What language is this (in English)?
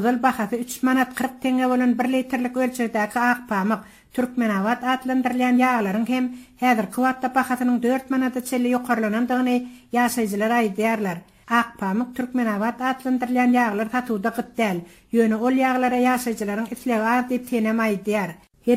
Turkmen